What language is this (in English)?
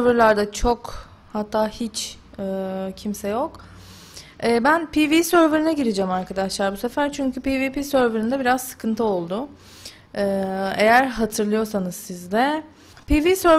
Turkish